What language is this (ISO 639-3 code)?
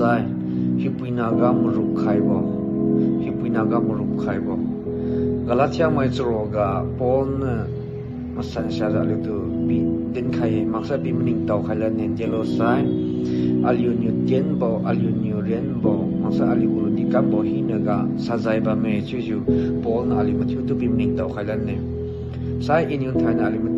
njn